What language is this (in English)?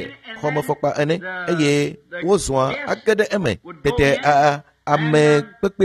Ewe